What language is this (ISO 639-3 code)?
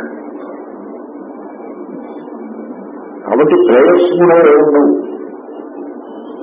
tel